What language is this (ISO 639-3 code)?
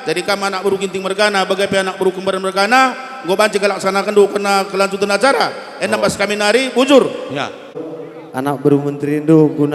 btx